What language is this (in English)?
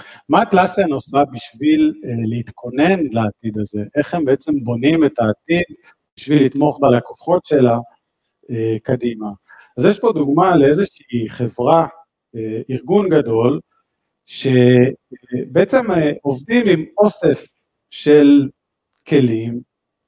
Hebrew